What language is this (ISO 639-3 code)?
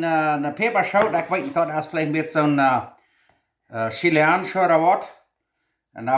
pdt